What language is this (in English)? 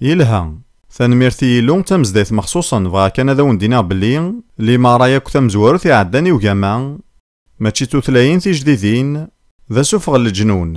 Kabyle